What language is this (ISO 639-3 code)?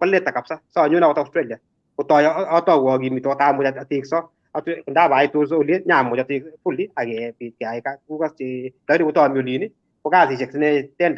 kln